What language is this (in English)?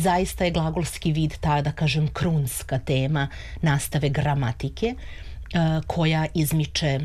Serbian